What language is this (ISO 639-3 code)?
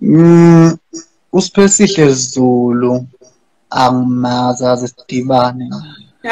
zul